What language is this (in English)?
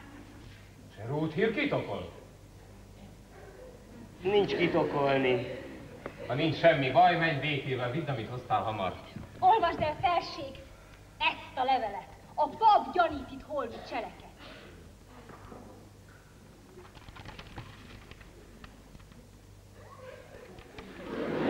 Hungarian